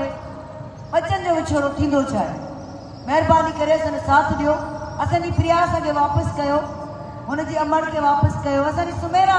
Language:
Sindhi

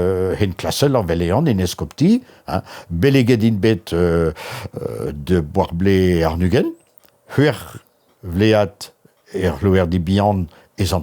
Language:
Breton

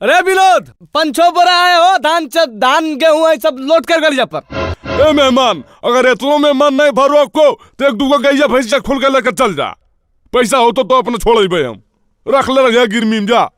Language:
Magahi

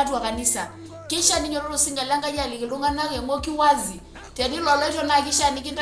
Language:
Masai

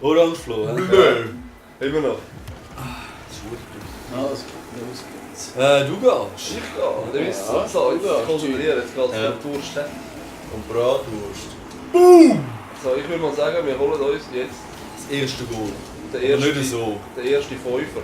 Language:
Swiss German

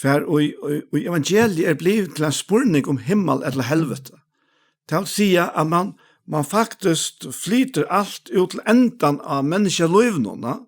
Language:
Faroese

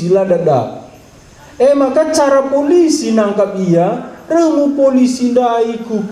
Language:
Batak Karo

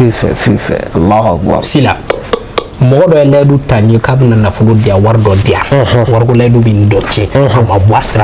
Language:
Bambara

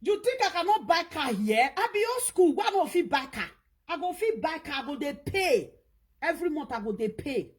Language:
Nigerian Pidgin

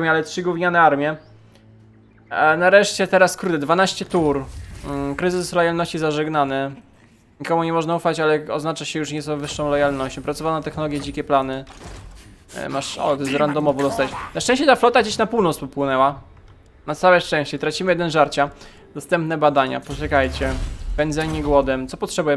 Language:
Polish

